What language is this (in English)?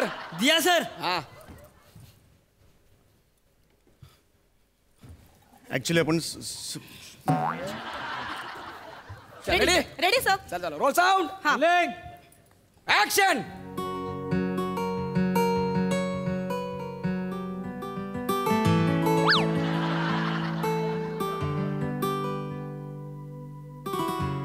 Marathi